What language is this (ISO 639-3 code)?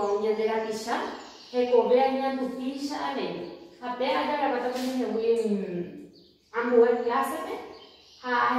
grn